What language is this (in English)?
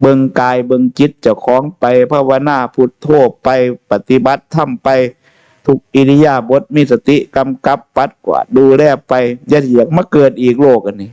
Northeastern Thai